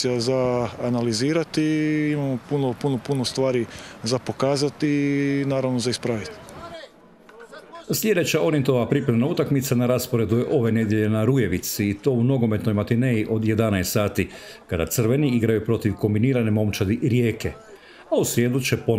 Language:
Croatian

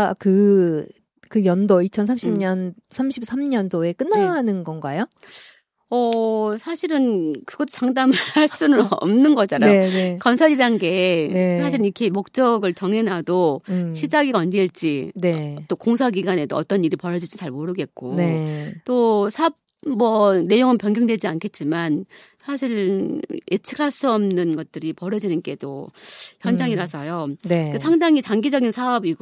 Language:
Korean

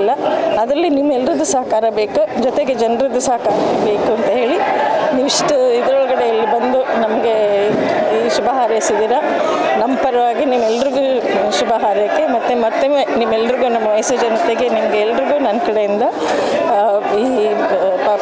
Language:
Kannada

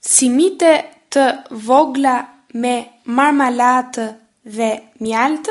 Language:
Albanian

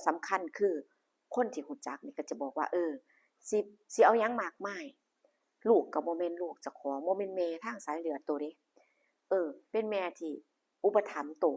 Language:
Lao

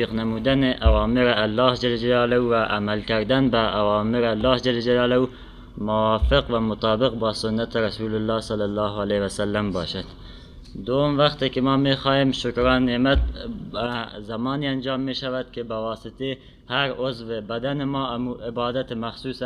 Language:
Persian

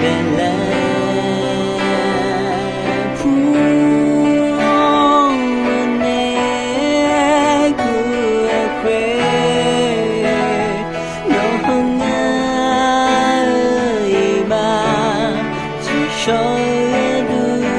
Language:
Akha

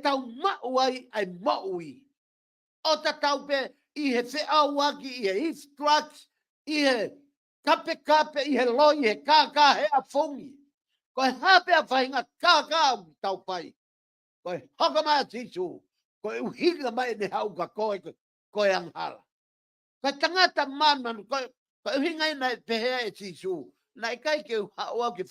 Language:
Tongan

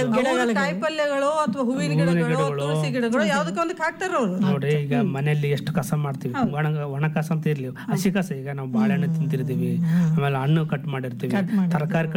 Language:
Kannada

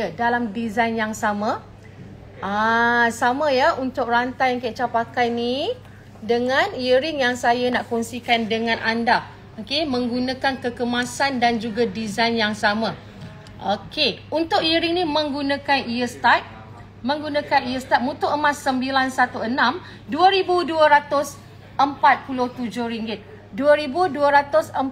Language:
Malay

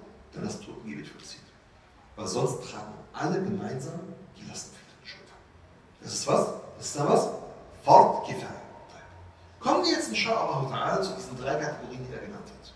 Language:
German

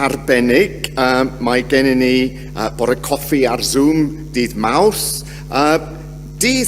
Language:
Welsh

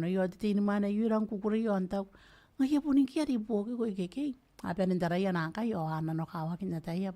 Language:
Gilbertese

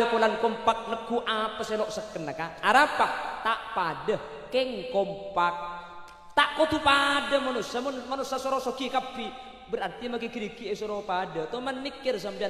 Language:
Madurese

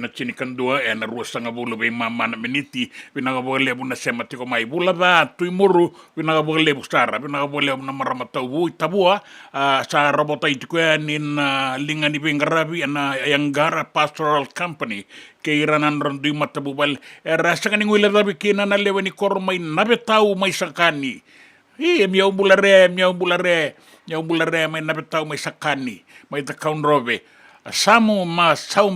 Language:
Fijian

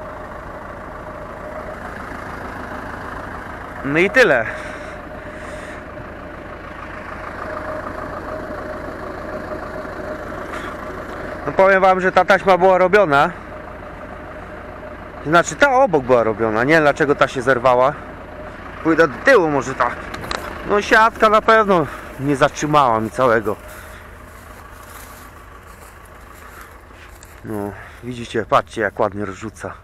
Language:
Polish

